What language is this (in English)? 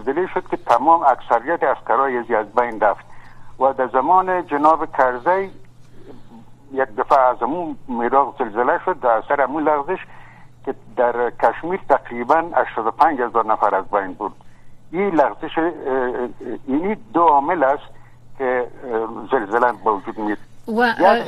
Persian